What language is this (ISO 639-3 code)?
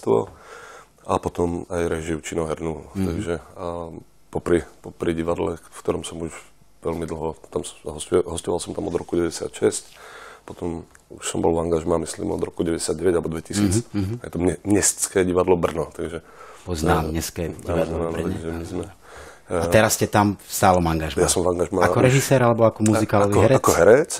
slk